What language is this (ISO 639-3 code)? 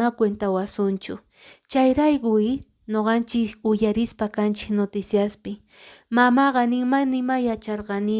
que